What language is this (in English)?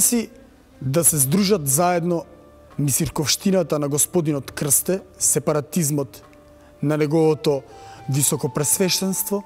Macedonian